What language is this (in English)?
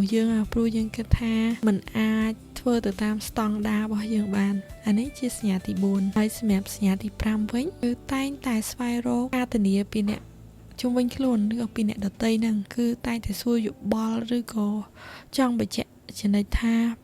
Khmer